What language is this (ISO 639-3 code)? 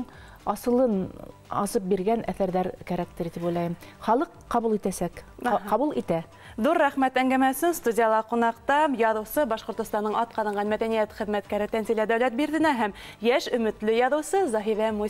bak